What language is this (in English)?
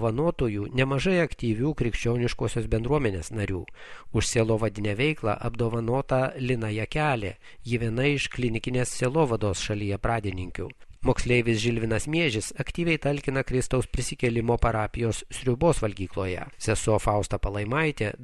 Lithuanian